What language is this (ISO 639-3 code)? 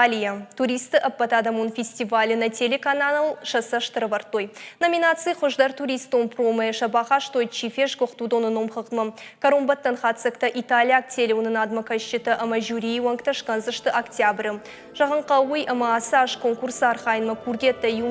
oss